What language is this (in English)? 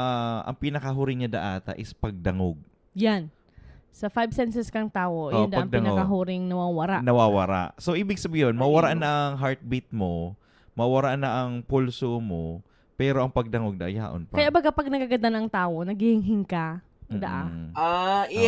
Bikol